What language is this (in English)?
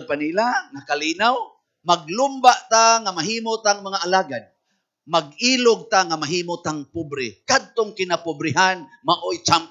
Cebuano